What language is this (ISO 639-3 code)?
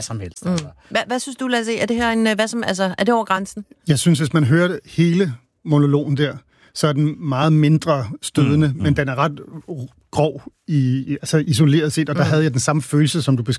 dan